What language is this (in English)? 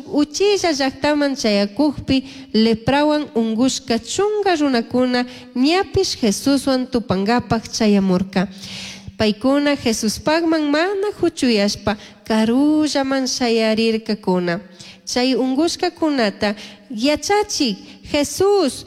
Chimborazo Highland Quichua